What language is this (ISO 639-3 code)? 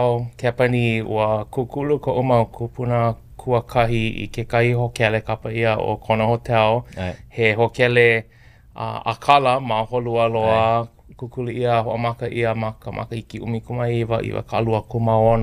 haw